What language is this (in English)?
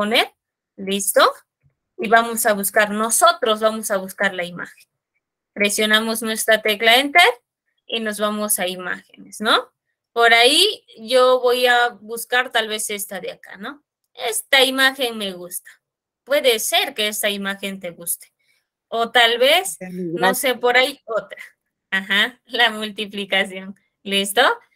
Spanish